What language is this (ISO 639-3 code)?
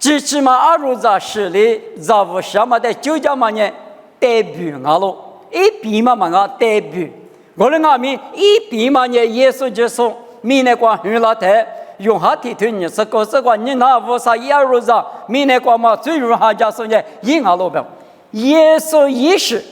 lis